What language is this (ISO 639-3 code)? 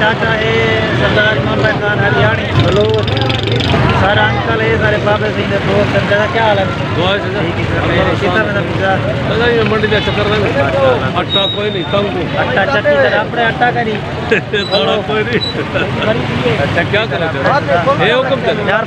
skr